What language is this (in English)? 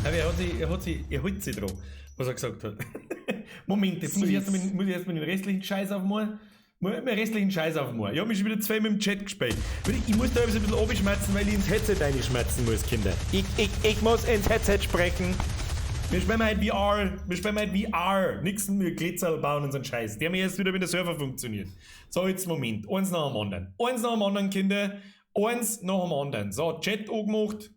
Bavarian